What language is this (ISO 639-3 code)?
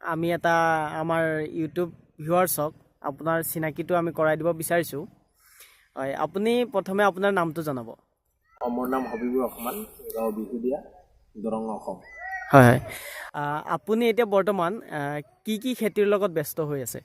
asm